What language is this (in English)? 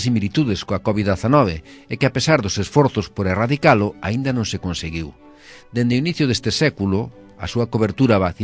Galician